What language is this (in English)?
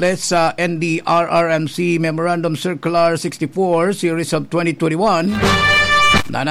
Bikol